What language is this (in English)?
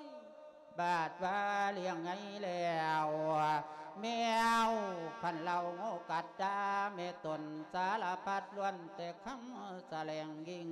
Lao